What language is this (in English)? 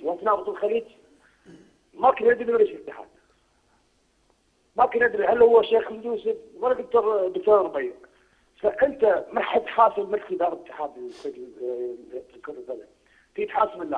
Gulf Arabic